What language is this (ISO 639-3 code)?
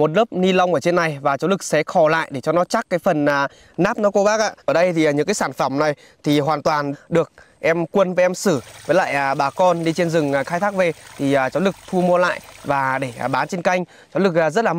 vie